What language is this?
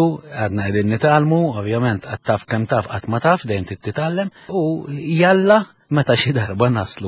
Maltese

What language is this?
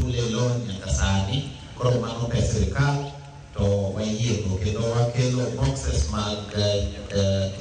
Luo (Kenya and Tanzania)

